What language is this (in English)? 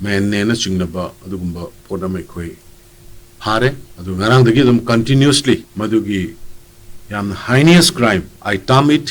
Manipuri